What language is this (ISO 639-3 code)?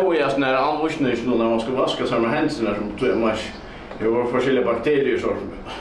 fao